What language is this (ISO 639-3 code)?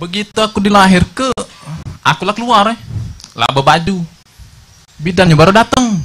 mui